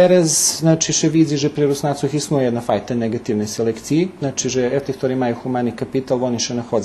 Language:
Rusyn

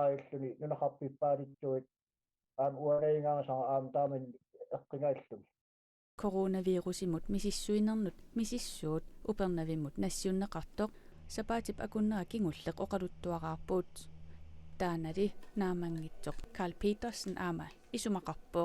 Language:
Kalaallisut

